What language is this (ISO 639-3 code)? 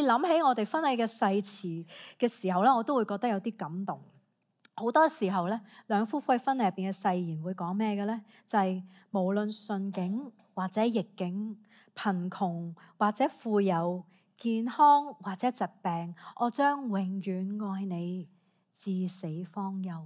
yue